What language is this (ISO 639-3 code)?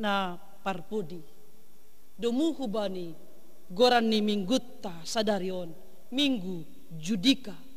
bts